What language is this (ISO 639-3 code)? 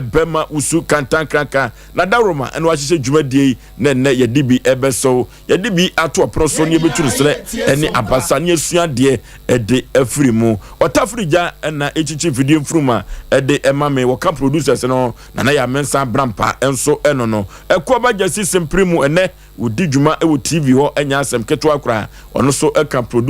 aka